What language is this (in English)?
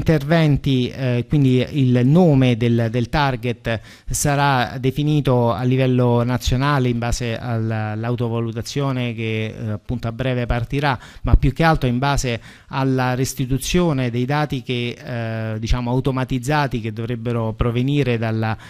Italian